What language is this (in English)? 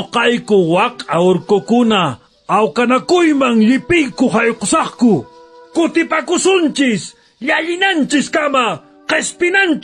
Quechua